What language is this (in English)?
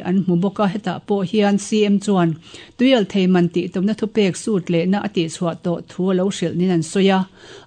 Mizo